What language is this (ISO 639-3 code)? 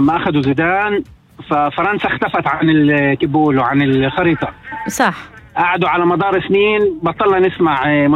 apc